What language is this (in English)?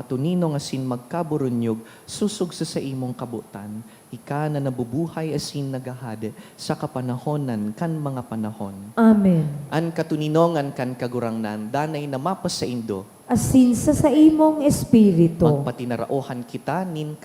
Bikol